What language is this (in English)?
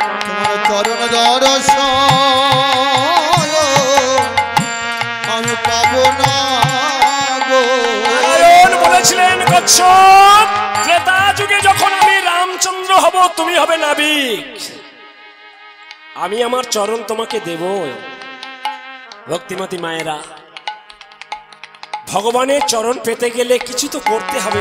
Bangla